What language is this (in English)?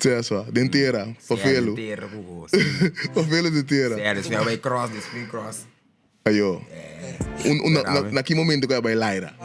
Papiamento